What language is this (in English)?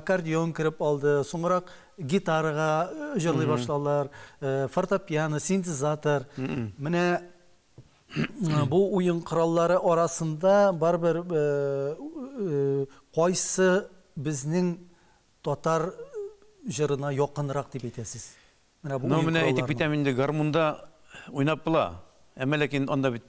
Tatar